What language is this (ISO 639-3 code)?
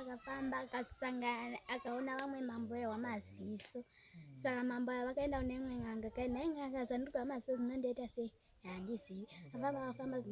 sna